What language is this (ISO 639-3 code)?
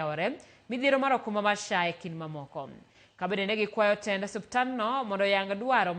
luo